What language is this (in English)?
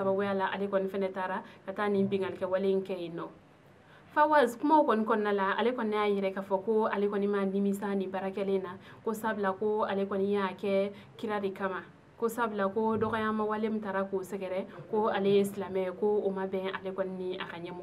Bambara